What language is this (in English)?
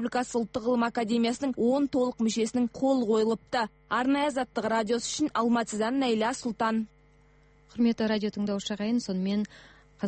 Kazakh